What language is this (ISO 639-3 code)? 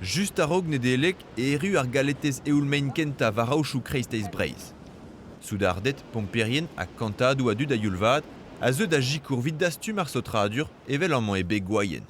bre